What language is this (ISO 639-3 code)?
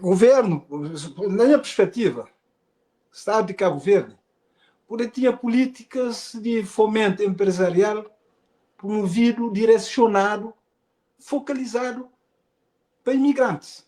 kea